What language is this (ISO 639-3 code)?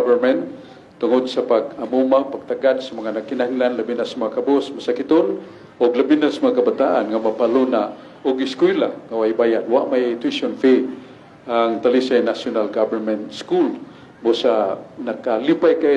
ceb